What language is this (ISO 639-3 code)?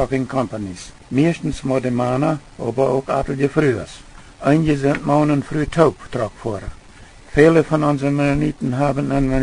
pdt